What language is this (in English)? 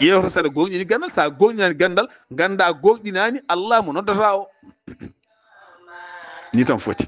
Fula